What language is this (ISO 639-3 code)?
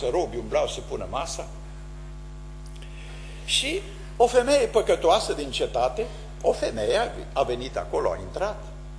ron